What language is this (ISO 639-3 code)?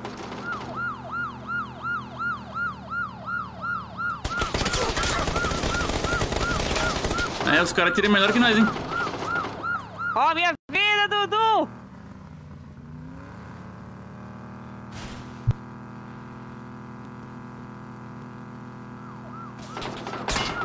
por